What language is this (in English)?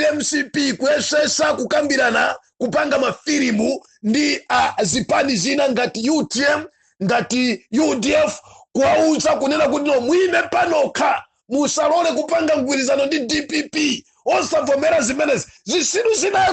Nyanja